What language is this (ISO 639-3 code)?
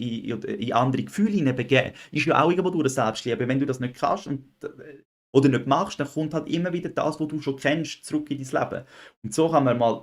gsw